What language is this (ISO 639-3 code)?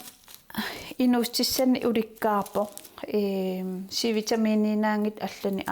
kal